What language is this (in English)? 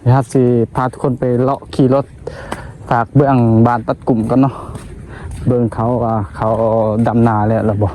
Northeastern Thai